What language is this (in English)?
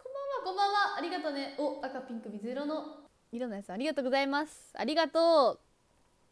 Japanese